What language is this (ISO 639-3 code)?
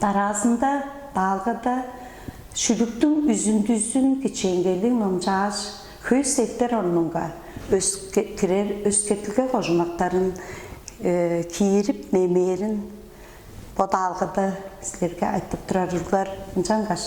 tyv